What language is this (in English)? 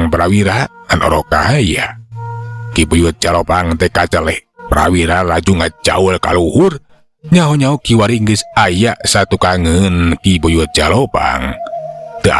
Sundanese